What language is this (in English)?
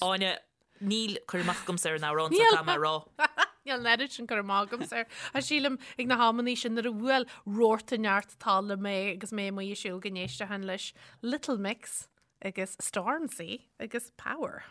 Irish